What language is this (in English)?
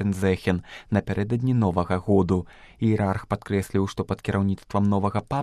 Belarusian